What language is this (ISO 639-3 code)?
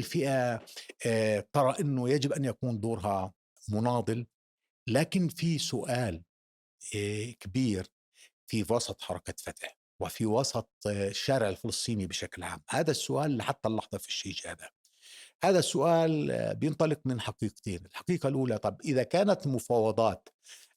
apc